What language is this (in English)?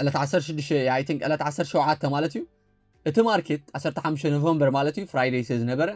Tigrinya